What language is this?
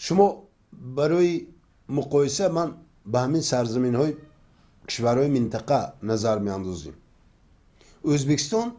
Tajik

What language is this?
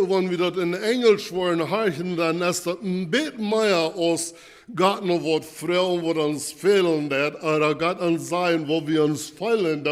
Plautdietsch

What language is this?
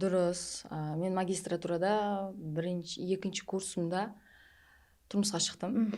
Kara-Kalpak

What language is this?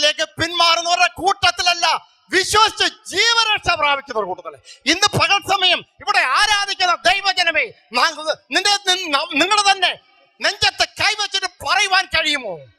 Malayalam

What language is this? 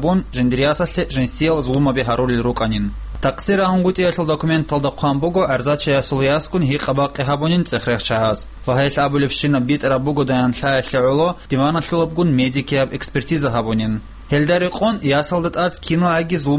Avaric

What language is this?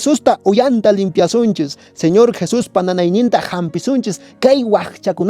Quechua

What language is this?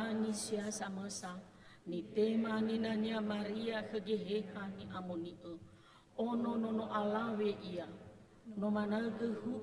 Nias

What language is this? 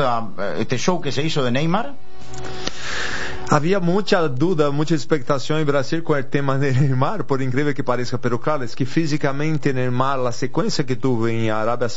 Spanish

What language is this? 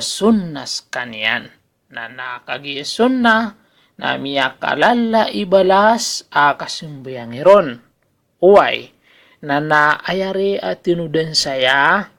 Maranao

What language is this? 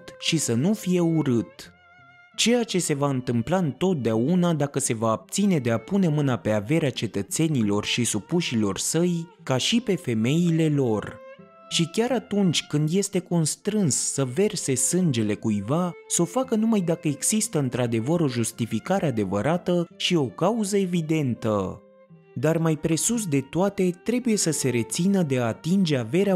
Romanian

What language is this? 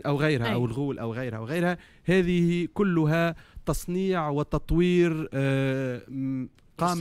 Tunisian Arabic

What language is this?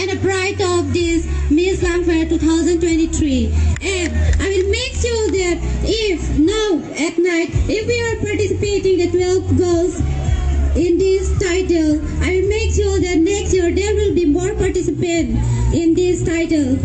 Karbi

